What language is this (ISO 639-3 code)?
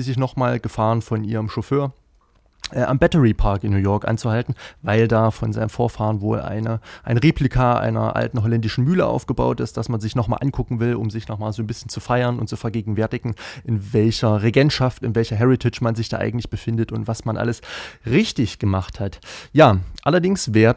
deu